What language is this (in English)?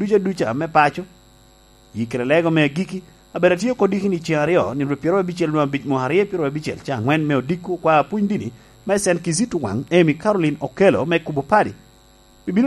Lango (Uganda)